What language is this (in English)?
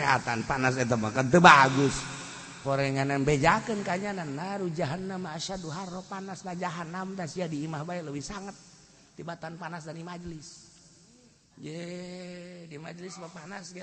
Sundanese